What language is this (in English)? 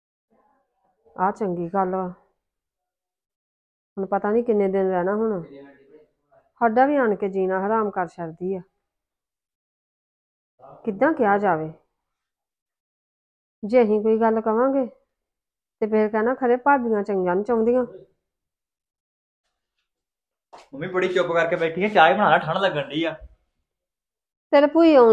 Punjabi